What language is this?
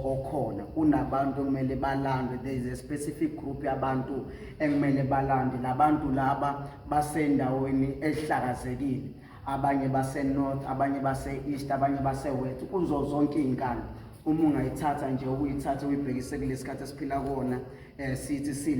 Zulu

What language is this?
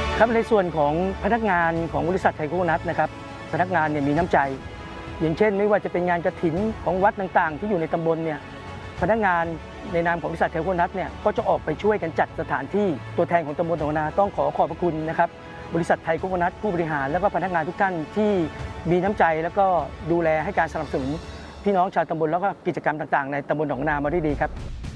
Thai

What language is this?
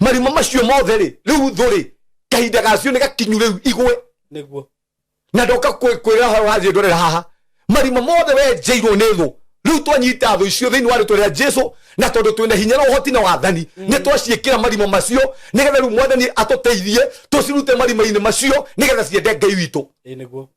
Kikuyu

